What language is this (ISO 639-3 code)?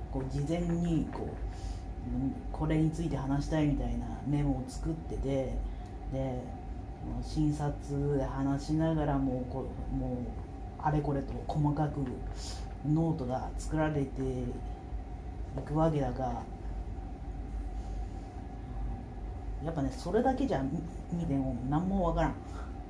jpn